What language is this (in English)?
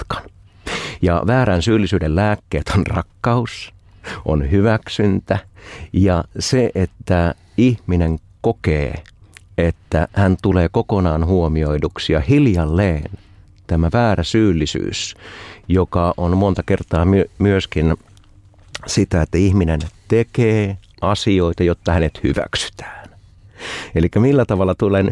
Finnish